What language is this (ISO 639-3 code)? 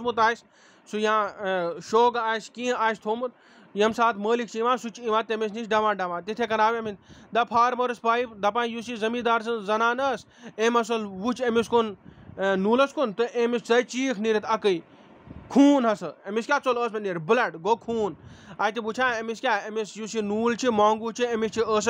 kas